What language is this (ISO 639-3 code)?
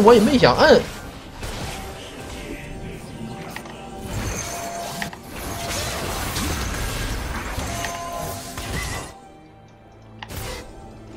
zho